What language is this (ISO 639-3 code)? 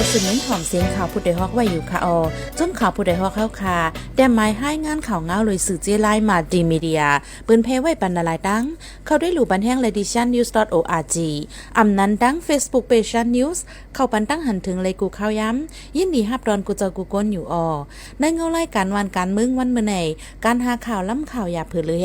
shn